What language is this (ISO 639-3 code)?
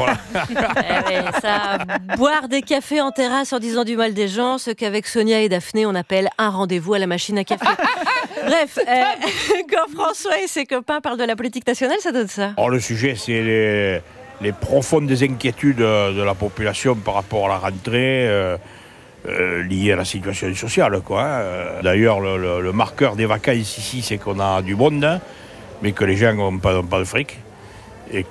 fra